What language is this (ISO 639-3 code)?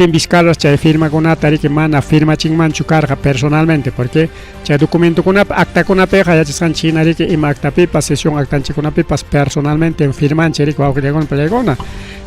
quy